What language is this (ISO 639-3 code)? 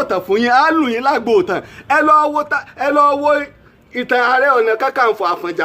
yor